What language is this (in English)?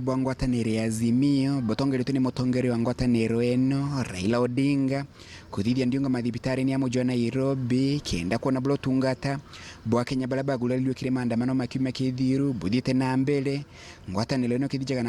Meru